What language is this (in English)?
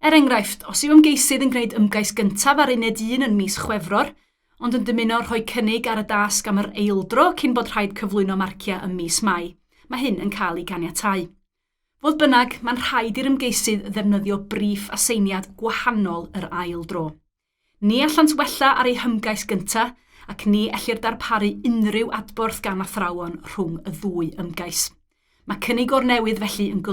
Welsh